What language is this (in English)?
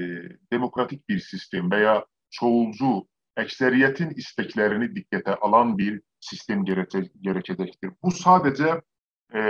South Azerbaijani